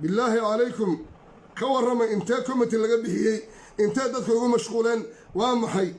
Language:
Somali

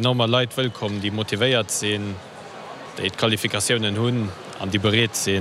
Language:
Luxembourgish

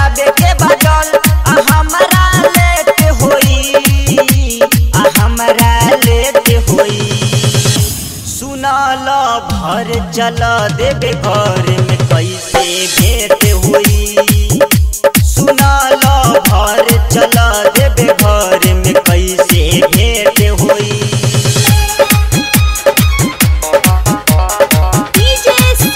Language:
Bhojpuri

